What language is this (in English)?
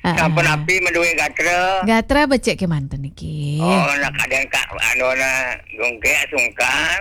Balinese